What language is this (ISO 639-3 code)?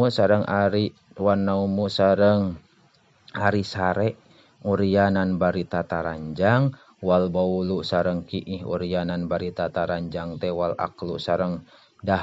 sun